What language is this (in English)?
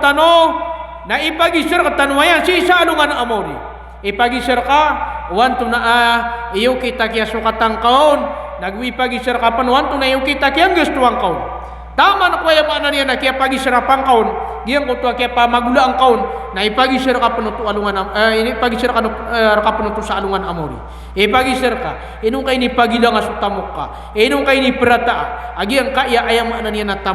Maranao